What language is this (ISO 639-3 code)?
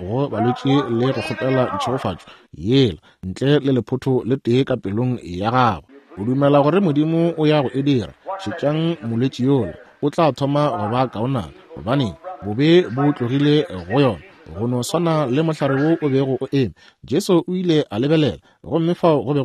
nso